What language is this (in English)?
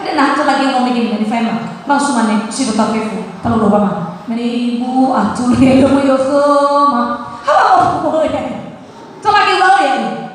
Nias